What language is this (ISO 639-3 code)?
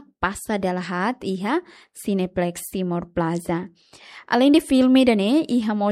tet